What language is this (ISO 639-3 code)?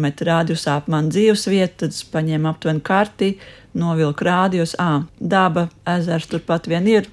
lav